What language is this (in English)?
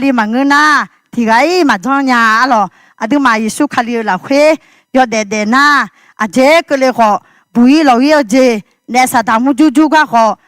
Akha